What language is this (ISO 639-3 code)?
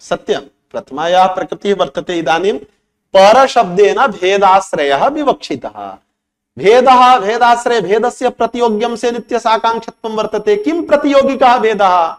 san